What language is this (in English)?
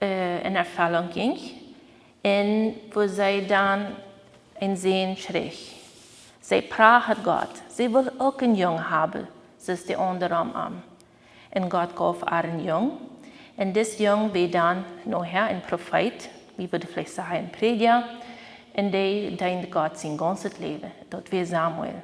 Plautdietsch